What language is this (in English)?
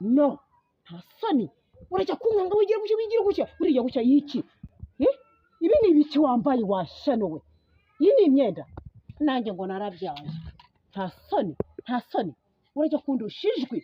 Kinyarwanda